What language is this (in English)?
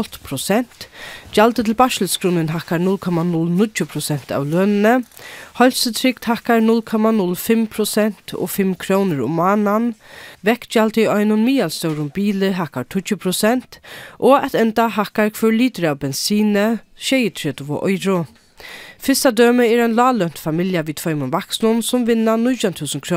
Faroese